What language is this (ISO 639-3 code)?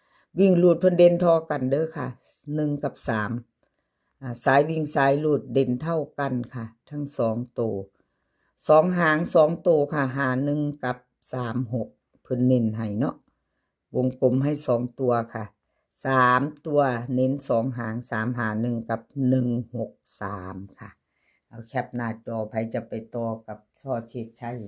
tts